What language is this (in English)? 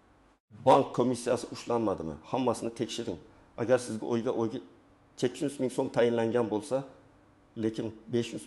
Uzbek